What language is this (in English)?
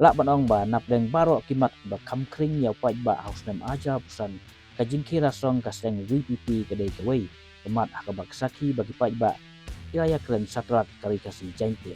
Khasi